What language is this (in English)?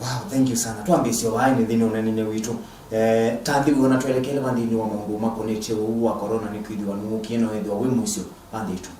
Kamba